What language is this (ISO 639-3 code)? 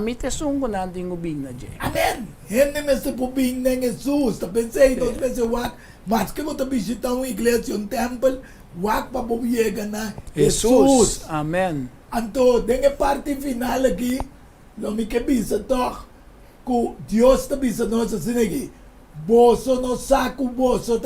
pap